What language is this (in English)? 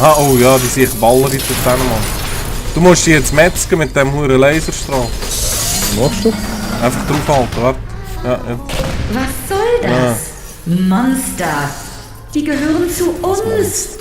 Swiss German